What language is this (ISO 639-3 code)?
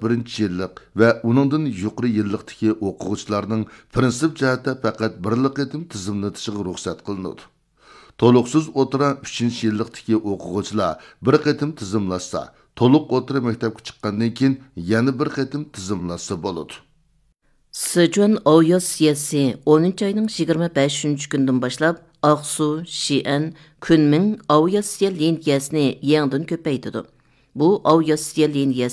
uig